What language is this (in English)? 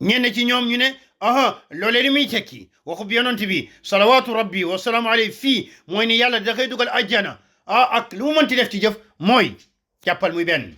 Wolof